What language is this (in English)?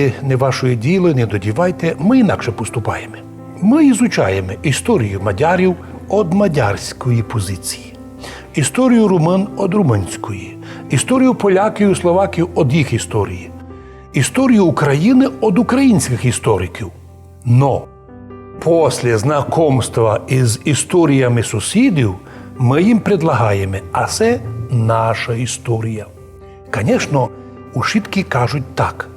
Rusyn